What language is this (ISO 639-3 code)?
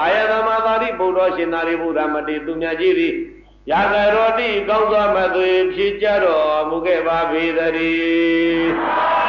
mya